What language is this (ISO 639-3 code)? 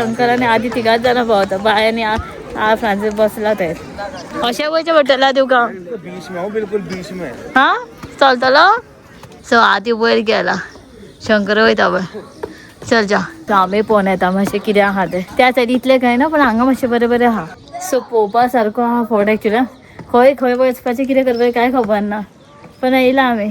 kok